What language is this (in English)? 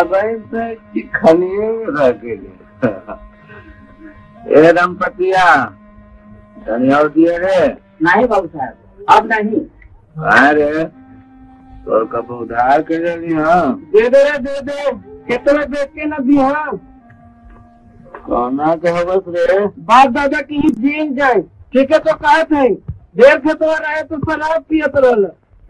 Bhojpuri